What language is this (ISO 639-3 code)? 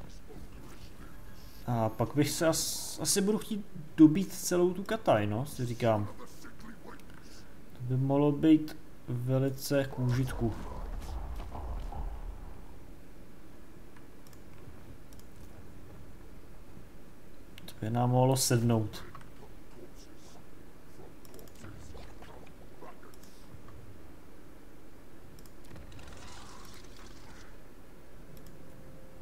ces